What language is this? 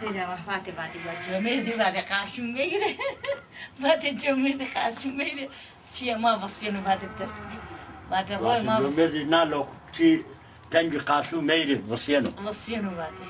Zaza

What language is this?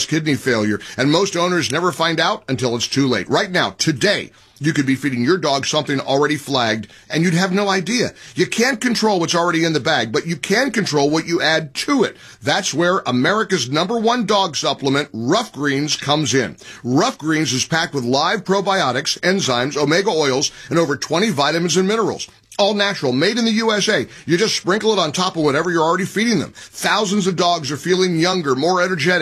English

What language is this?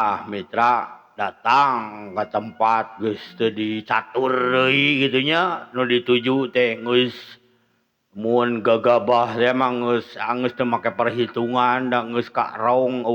Sundanese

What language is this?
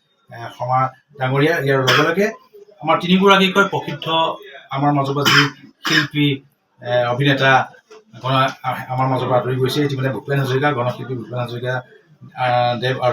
Assamese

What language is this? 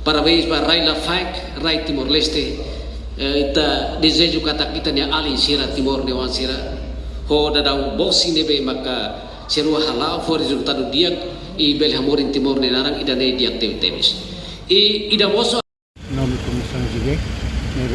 Tetum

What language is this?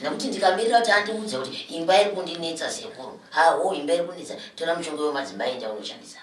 Shona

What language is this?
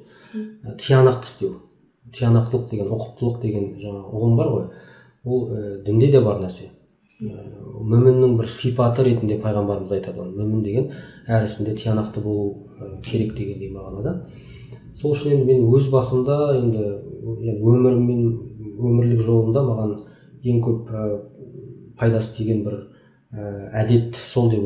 Kazakh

